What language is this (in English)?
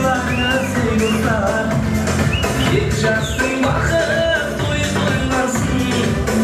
Kara-Kalpak